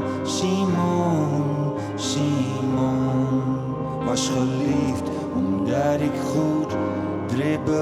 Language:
Western Frisian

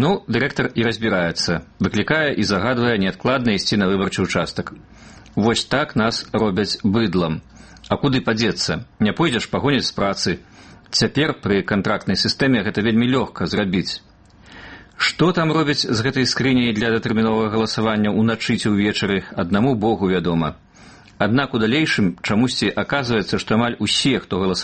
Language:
Belarusian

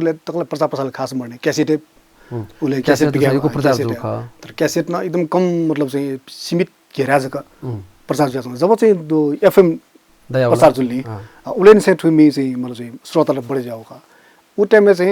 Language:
Newari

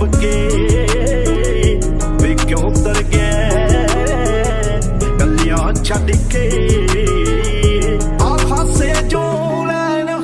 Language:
Punjabi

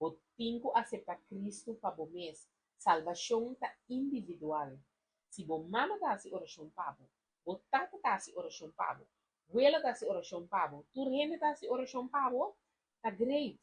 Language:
Papiamento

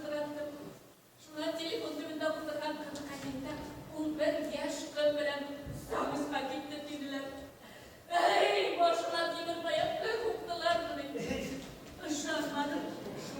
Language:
Bashkir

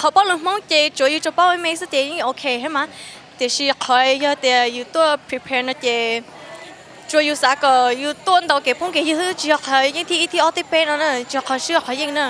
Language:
Hmong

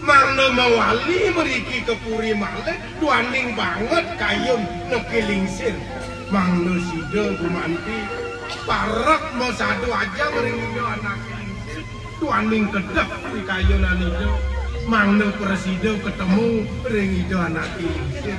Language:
Balinese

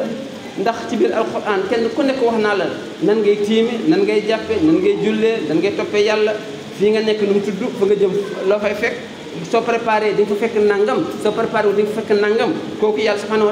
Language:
Wolof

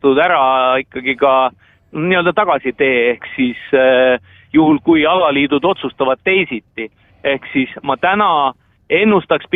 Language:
Estonian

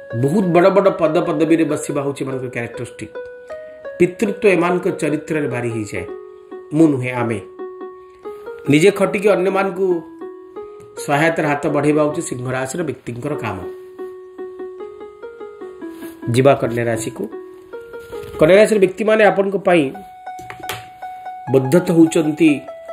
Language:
Odia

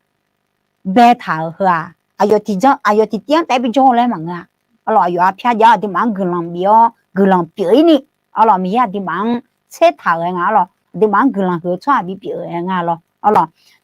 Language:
Akha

